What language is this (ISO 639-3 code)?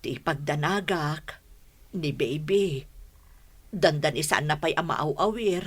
ilo